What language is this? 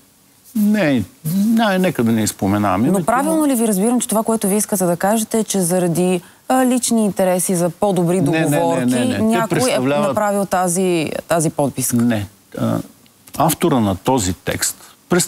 Bulgarian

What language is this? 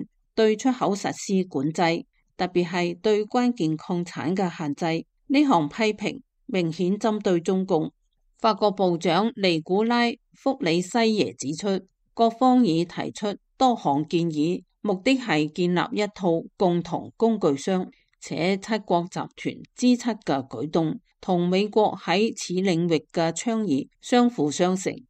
Cantonese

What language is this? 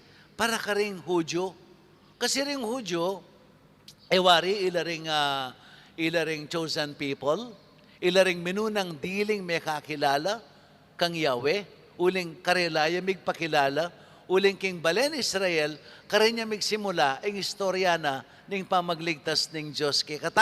Pampanga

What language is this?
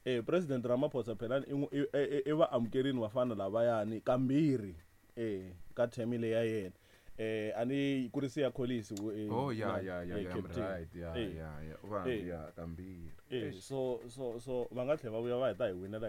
Tsonga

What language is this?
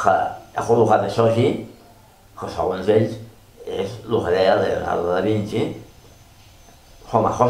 Catalan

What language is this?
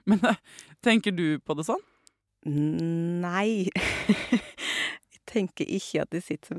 Norwegian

